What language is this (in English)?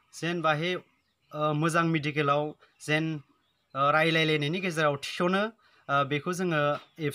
Bodo